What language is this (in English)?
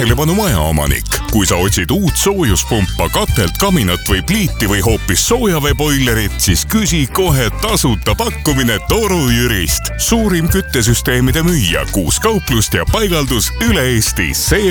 Estonian